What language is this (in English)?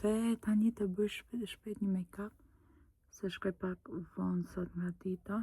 Albanian